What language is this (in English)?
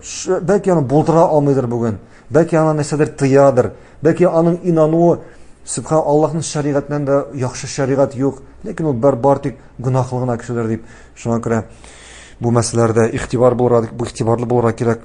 Tatar